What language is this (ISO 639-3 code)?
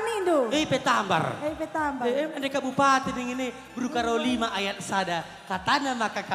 btx